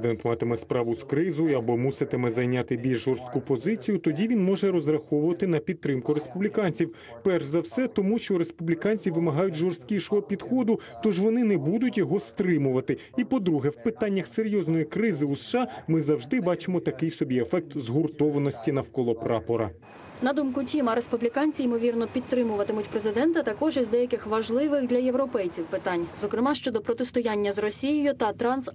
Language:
Ukrainian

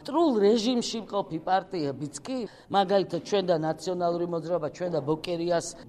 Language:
Georgian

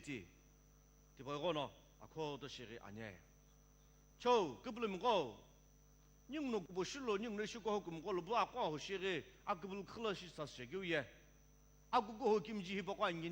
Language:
Sumi Naga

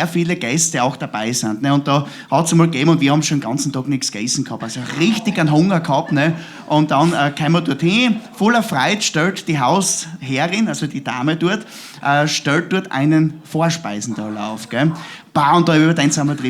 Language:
Bavarian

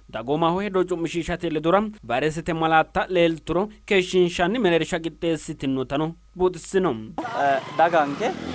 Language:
Sidamo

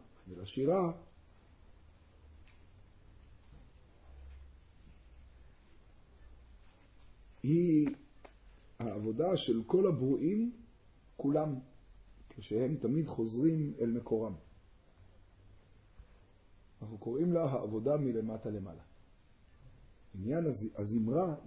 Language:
Hebrew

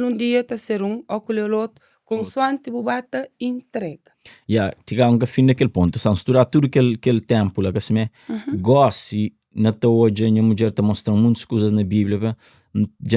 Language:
Kabuverdianu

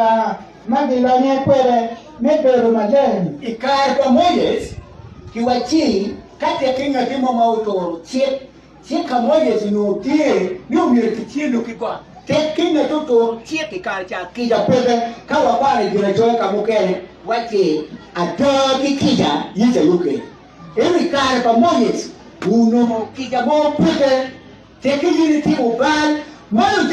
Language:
Acoli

